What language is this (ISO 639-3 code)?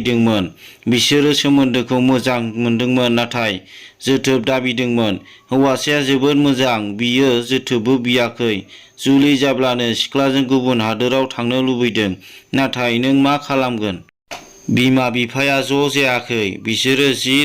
brx